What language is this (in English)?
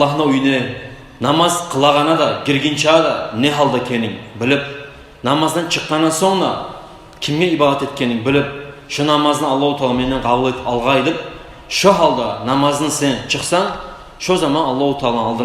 Kumyk